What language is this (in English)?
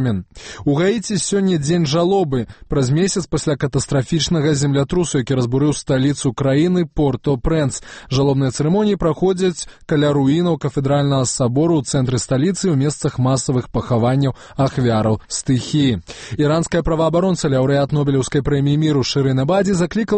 Belarusian